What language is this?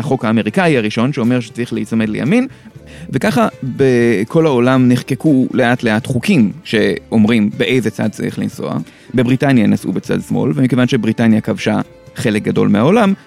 Hebrew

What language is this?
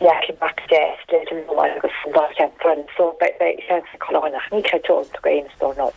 Irish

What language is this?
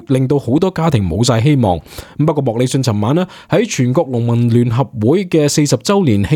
Cantonese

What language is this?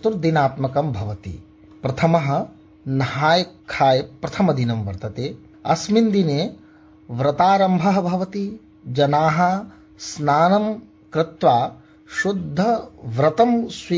Sanskrit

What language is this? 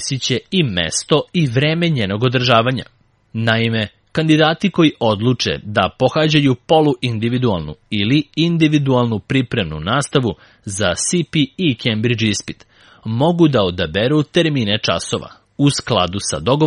Serbian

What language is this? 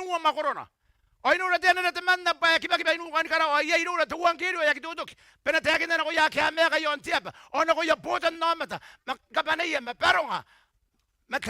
Gilbertese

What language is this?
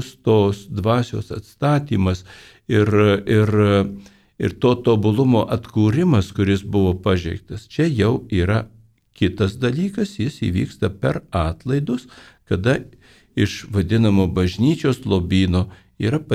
Lithuanian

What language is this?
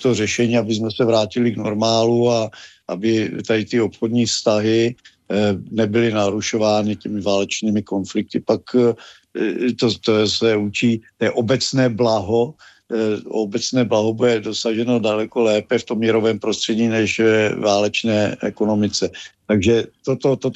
Czech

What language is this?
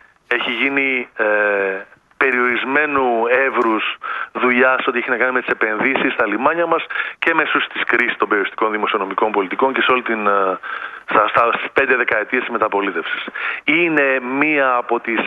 Greek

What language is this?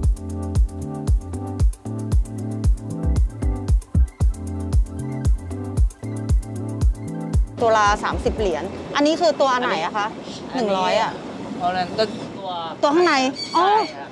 Thai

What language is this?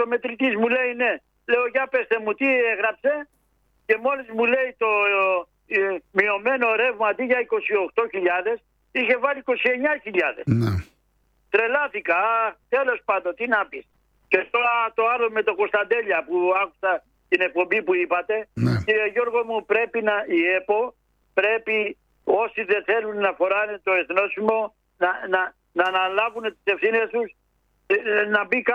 Greek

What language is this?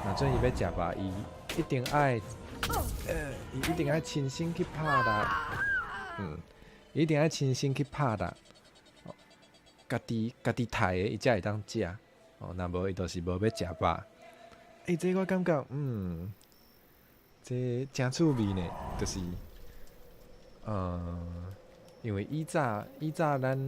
Min Nan Chinese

